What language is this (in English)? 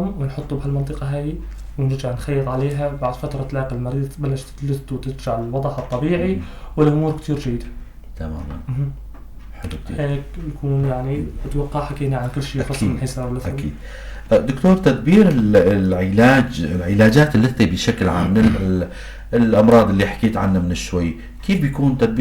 North Levantine Arabic